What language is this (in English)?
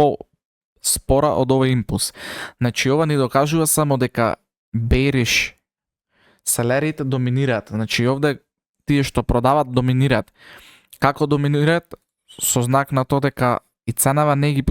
Macedonian